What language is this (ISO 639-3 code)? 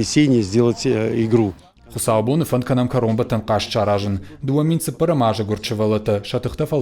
oss